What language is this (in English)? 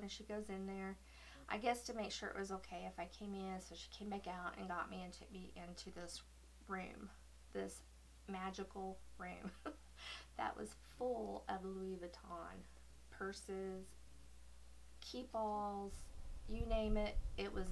English